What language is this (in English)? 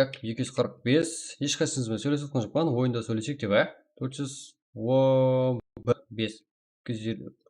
Kara-Kalpak